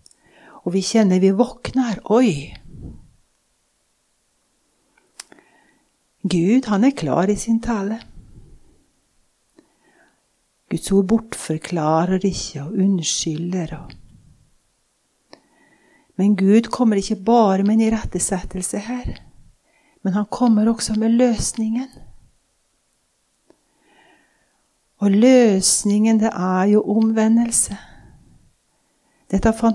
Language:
Norwegian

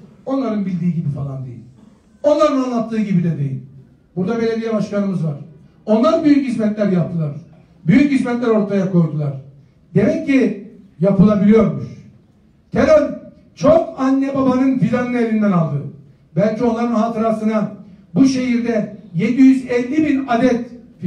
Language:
Turkish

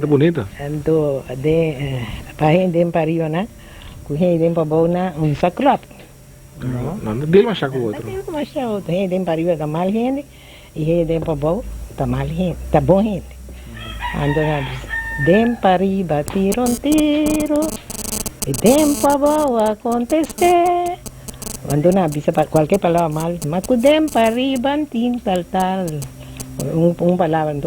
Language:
Papiamento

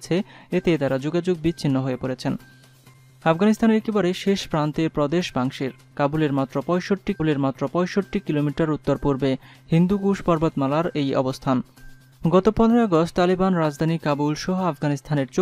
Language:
Bangla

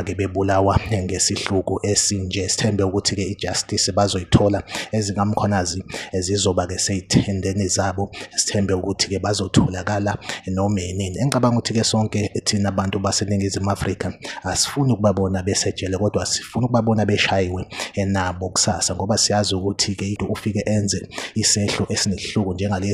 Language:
Zulu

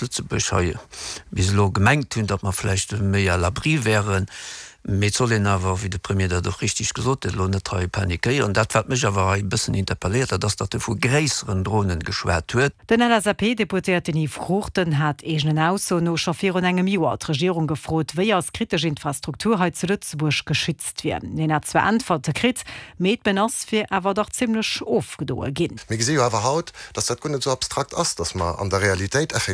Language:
Luxembourgish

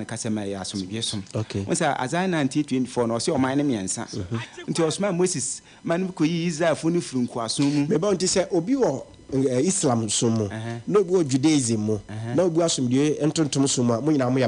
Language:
Akan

